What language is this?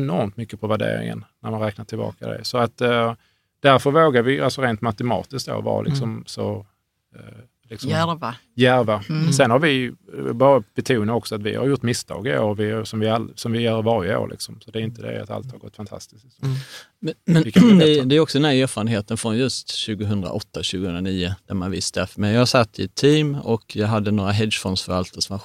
Swedish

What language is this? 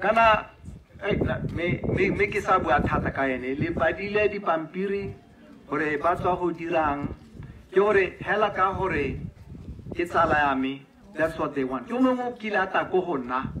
Tswana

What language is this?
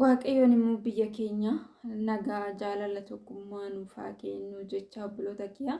Oromo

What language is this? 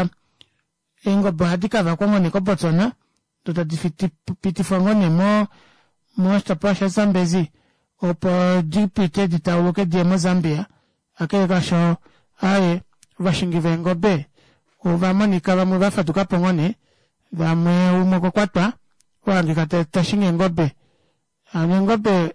Kuanyama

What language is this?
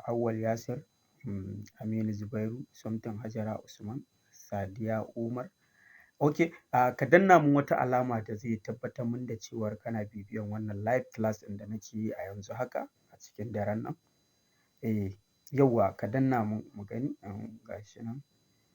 Hausa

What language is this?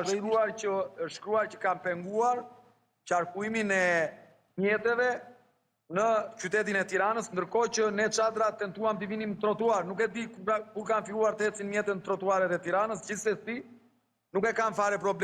Albanian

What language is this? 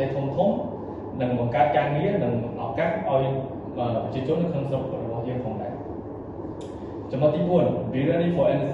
Khmer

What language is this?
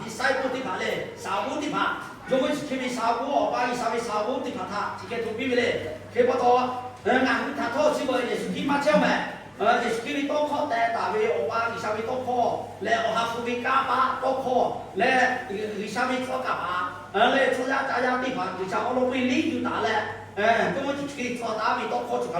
Lahu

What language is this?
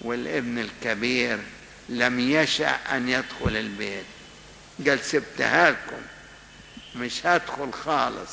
Egyptian Arabic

